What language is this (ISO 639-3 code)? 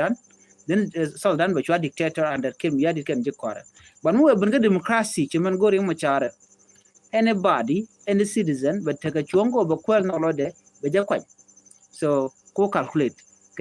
nus